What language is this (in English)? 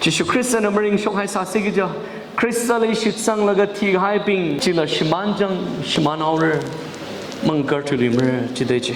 Tangkhul Naga (India)